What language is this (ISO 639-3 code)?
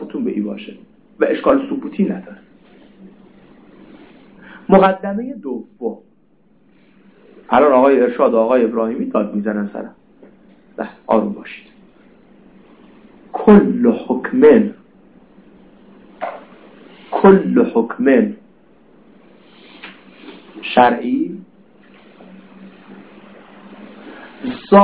fas